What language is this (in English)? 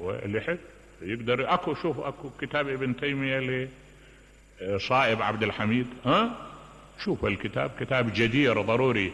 Mesopotamian Arabic